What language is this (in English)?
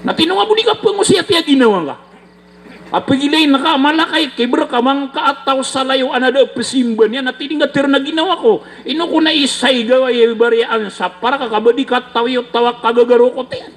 Maranao